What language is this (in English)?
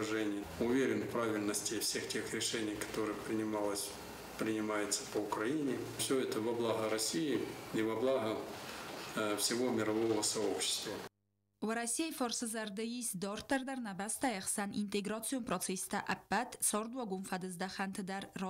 Ossetic